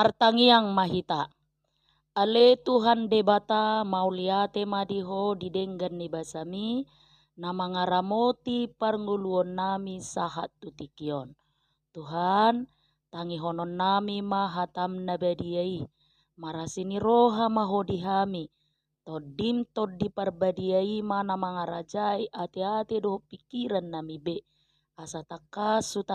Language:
Batak Toba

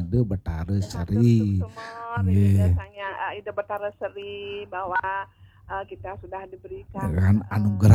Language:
Balinese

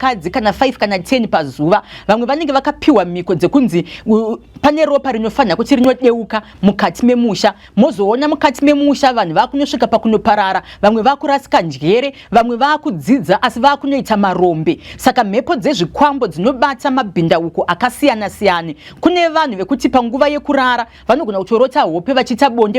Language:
Shona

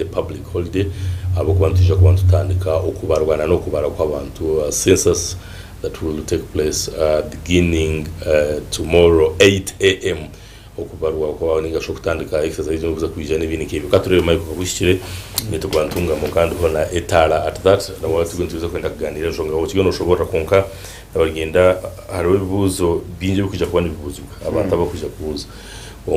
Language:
Nyankole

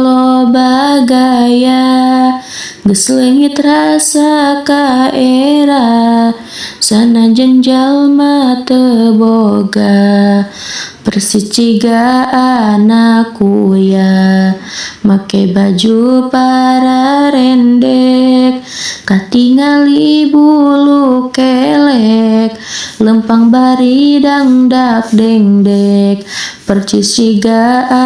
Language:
Sundanese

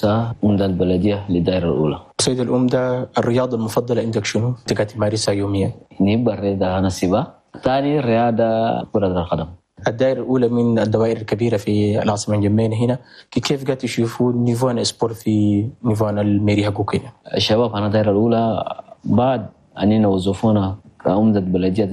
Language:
Chadian Arabic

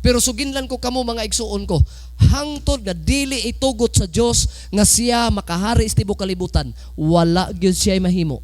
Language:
Cebuano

